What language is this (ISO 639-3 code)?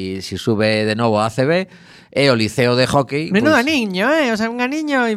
glg